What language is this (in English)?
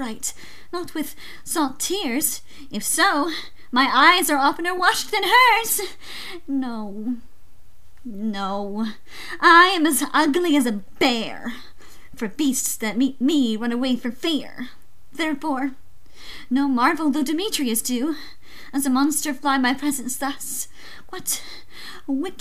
English